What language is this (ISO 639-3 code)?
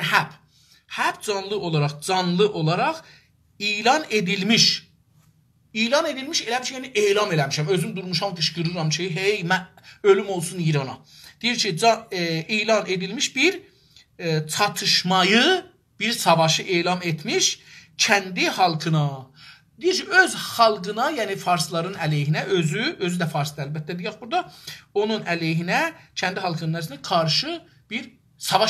azb